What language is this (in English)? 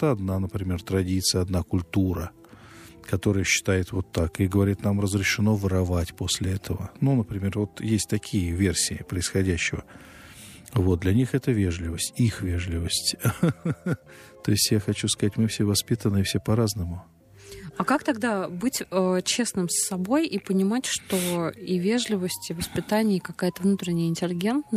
Russian